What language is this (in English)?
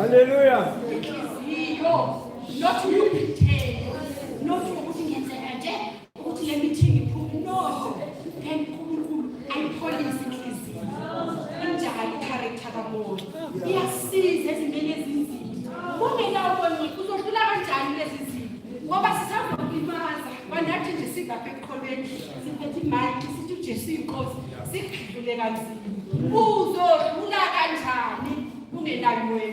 Zulu